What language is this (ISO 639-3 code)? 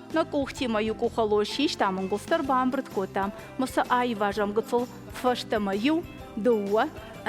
oss